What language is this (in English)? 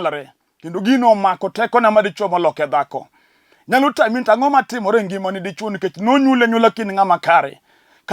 Luo (Kenya and Tanzania)